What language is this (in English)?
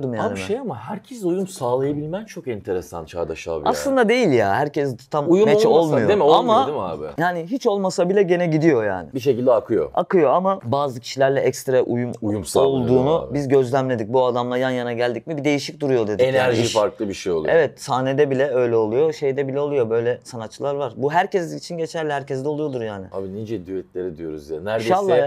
Turkish